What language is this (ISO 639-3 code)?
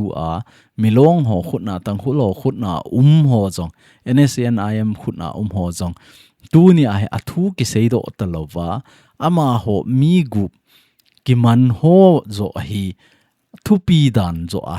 tcz